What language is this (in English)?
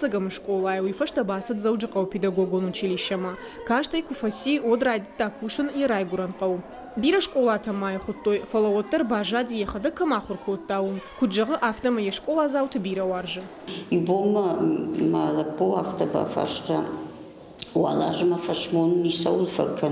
Ossetic